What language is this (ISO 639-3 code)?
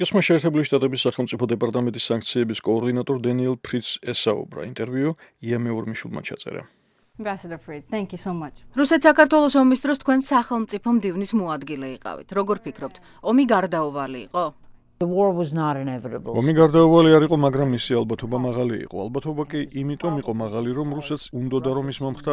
kat